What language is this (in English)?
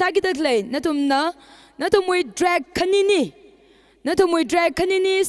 Tangkhul Naga (India)